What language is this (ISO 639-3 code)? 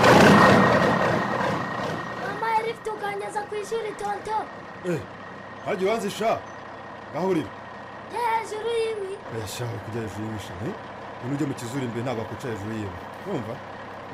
kin